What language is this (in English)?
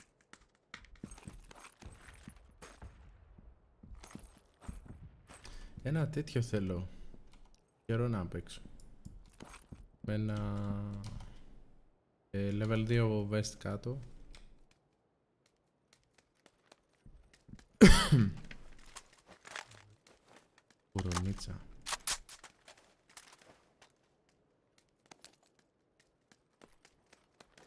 Greek